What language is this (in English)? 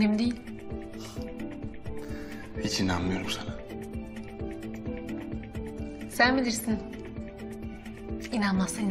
Turkish